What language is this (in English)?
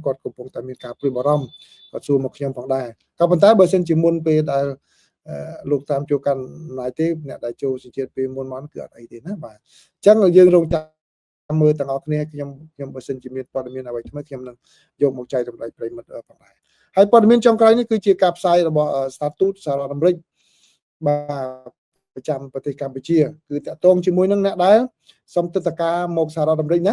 Khmer